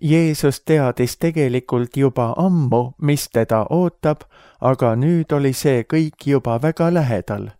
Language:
Estonian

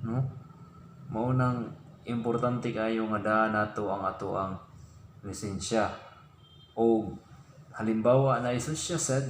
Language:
Cebuano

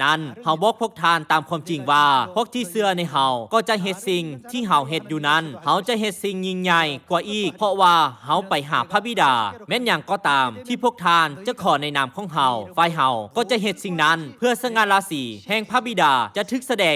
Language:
Lao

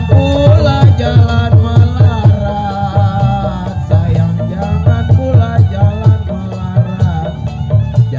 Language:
Betawi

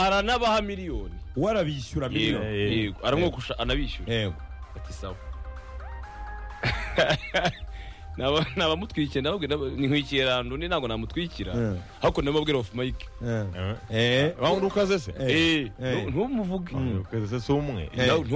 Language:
Kinyarwanda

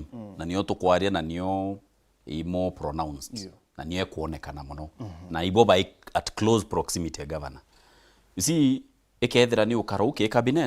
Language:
Meru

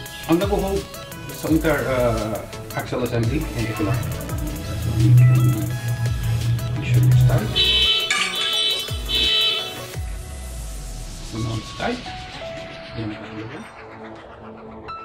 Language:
Filipino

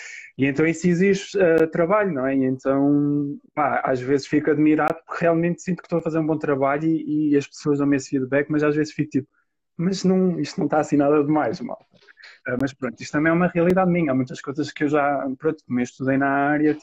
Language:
Portuguese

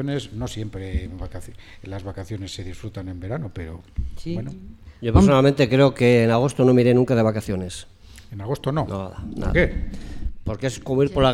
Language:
Spanish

